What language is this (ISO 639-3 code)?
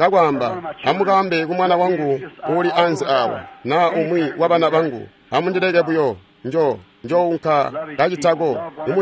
toi